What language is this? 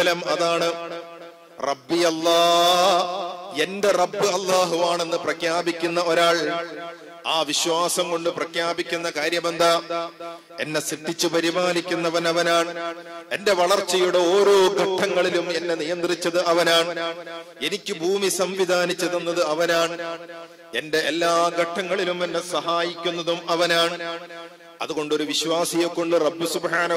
Malayalam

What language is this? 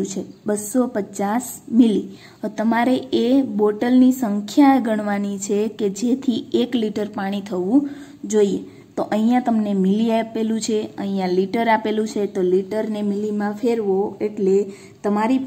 Gujarati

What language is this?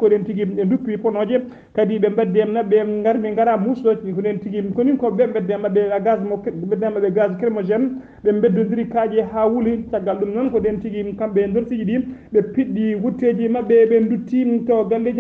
Fula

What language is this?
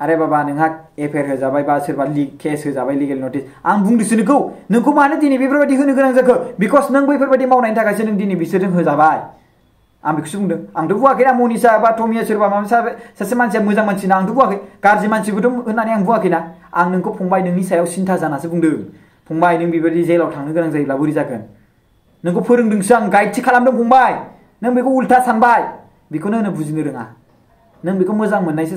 Bodo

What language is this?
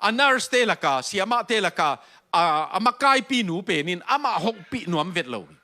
Tedim Chin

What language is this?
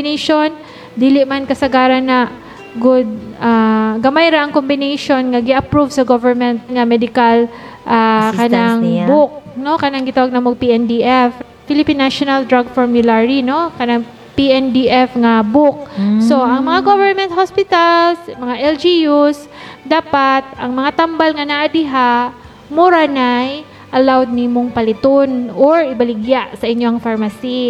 Cebuano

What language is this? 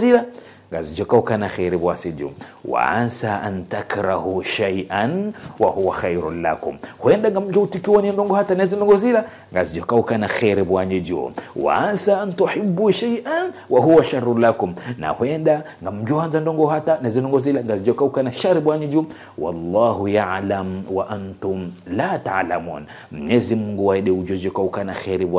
Ngazidja Comorian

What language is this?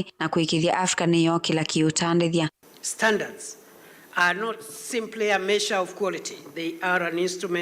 Kamba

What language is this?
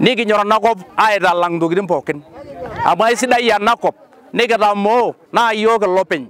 Masai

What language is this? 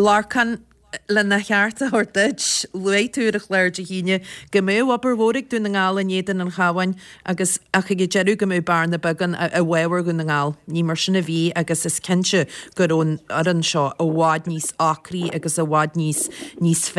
Irish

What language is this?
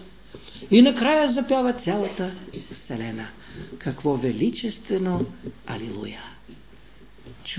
Bulgarian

